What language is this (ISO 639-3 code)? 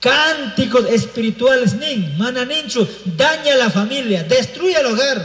qug